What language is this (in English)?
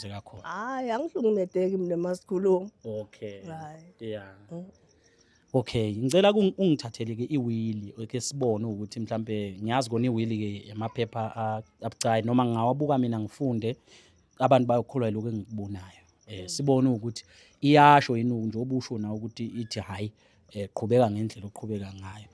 Zulu